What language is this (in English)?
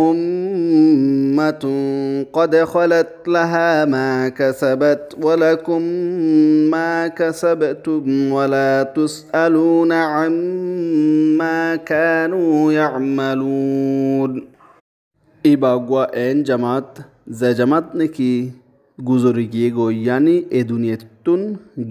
Rohingya